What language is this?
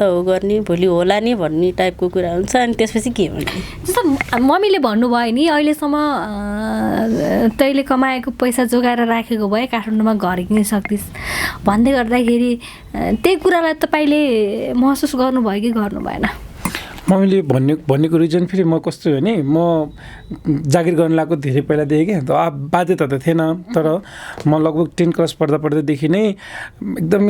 Nepali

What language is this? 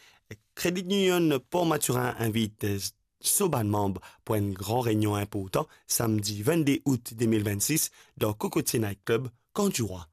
Morisyen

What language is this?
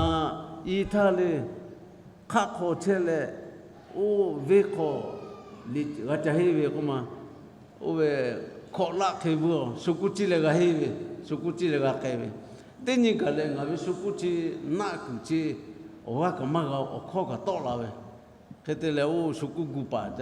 Lahu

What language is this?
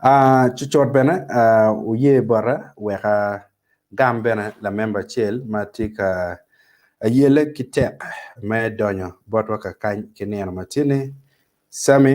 Acoli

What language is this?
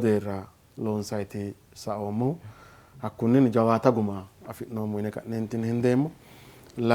Sidamo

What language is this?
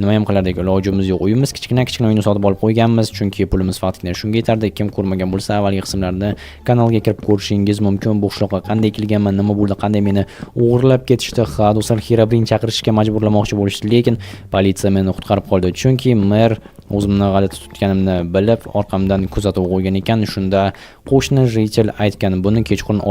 Uzbek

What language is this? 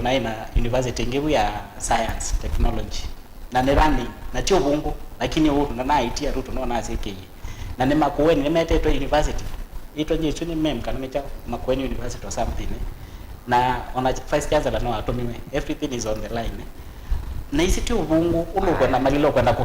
Kamba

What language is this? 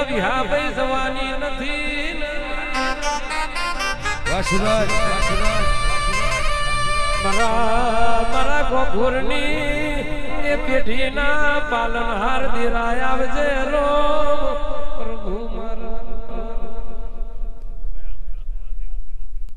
Gujarati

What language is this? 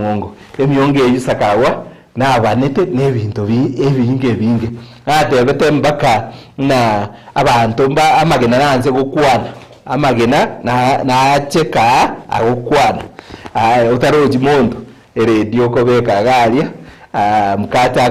Gusii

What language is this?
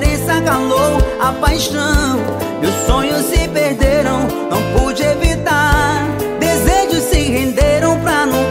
Portuguese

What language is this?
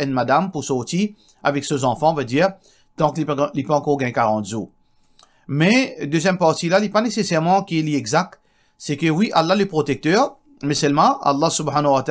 Morisyen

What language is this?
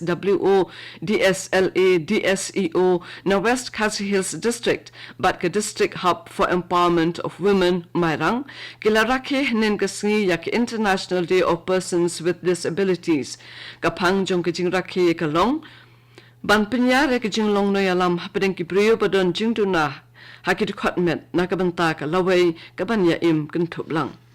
Khasi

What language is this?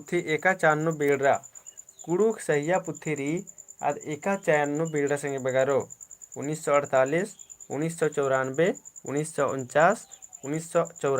Kurukh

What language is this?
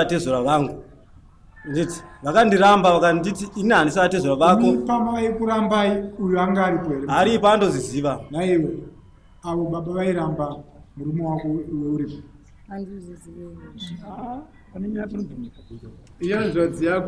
Shona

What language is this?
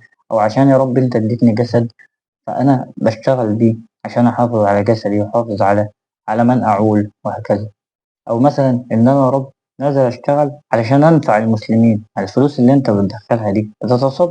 Egyptian Arabic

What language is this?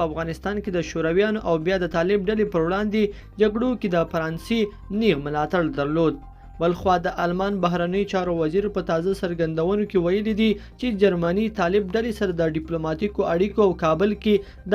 Pashto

